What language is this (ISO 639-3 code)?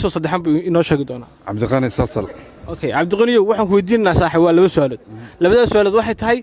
som